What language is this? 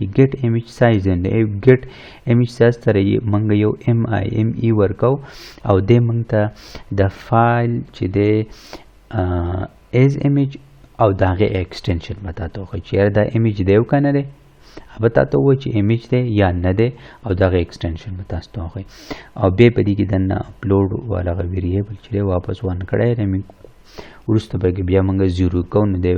Pashto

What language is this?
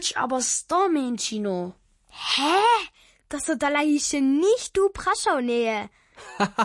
Upper Sorbian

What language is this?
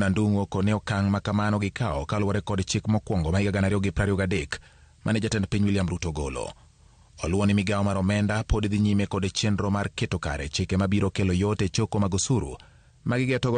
Luo (Kenya and Tanzania)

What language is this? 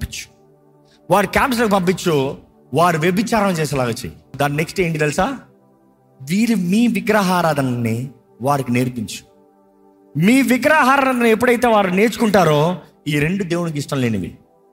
Telugu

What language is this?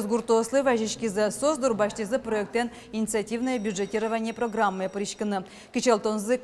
Udmurt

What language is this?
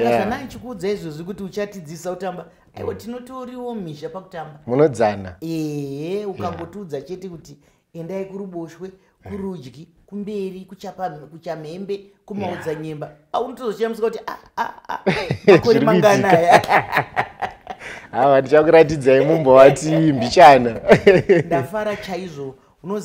Shona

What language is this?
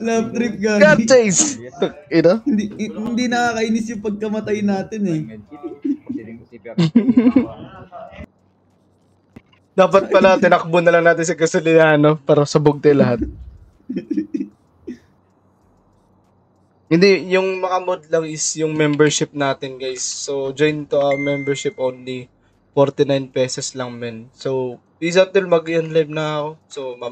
Filipino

